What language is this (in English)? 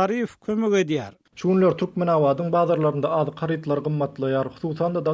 Turkmen